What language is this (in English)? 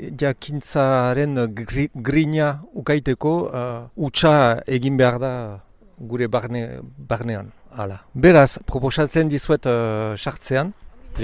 Basque